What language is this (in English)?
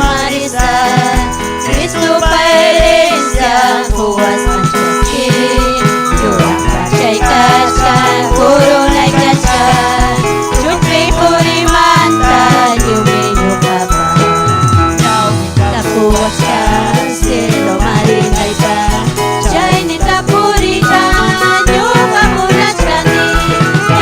Ayacucho Quechua